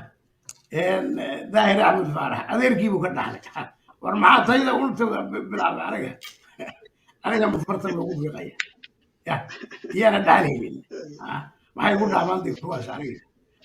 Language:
Somali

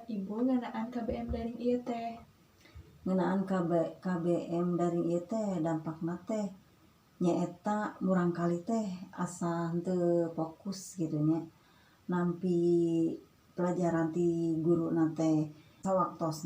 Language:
Sundanese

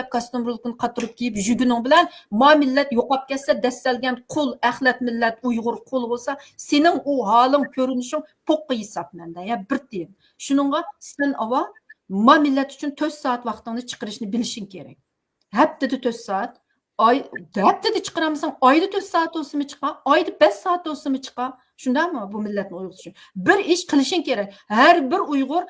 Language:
Uyghur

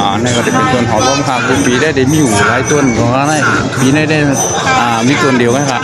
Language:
Shan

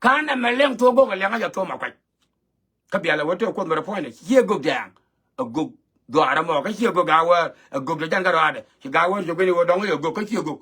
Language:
Nuer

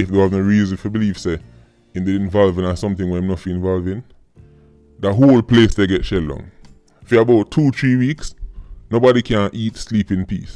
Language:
Jamaican Creole English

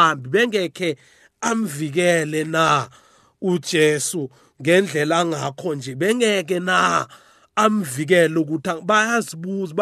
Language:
South Ndebele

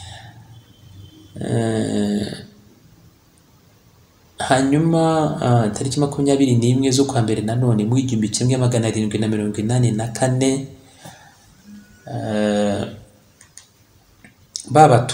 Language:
Kinyarwanda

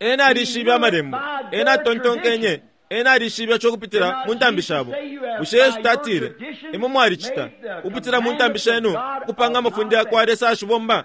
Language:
Bemba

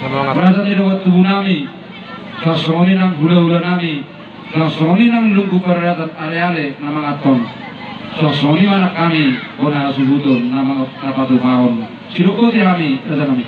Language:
Batak Toba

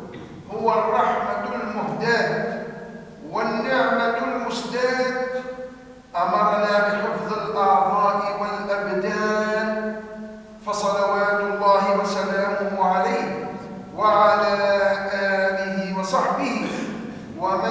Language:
Arabic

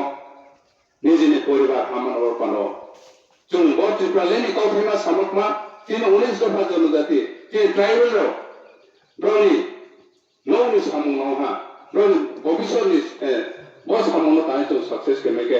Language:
Riang (India)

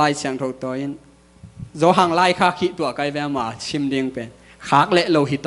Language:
Tedim Chin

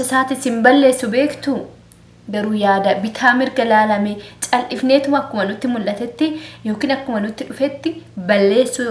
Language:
Oromo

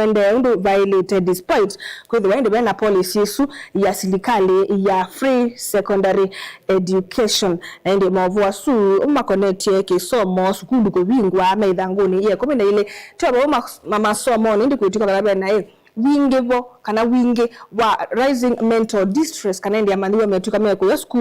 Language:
Kamba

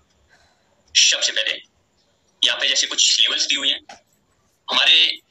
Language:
Hindi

